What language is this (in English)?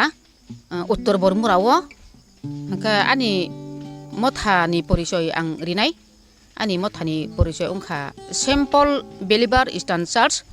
Kok Borok